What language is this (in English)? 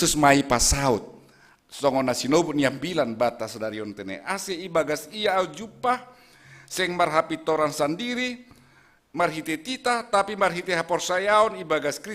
Batak Simalungun